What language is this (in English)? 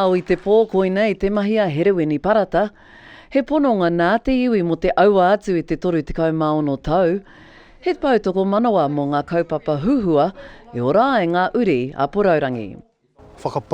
Māori